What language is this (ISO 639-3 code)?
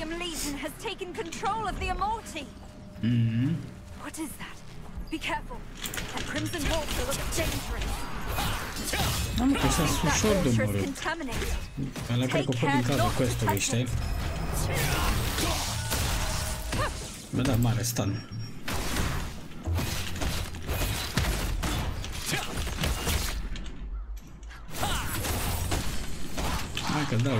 ron